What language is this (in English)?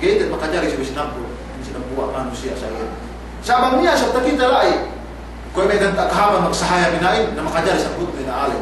Yakan